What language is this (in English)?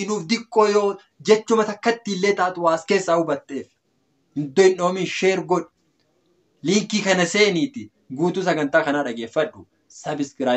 Oromo